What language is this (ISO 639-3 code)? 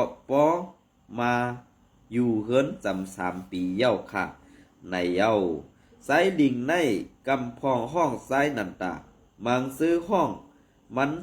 shn